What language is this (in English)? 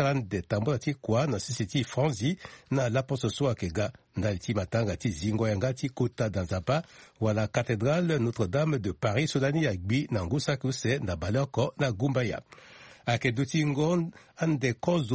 Sango